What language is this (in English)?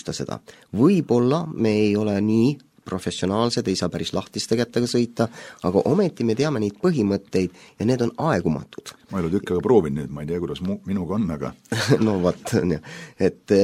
Estonian